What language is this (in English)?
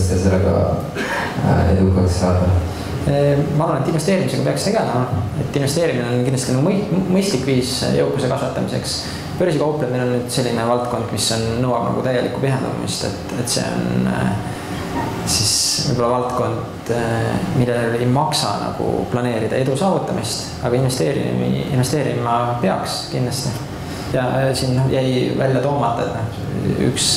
Estonian